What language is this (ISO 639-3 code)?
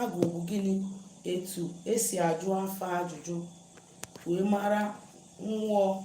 ibo